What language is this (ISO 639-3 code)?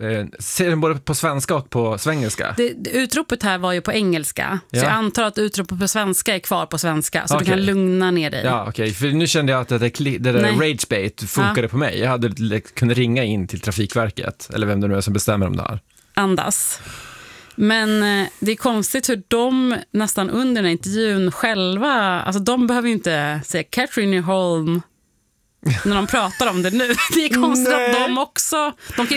swe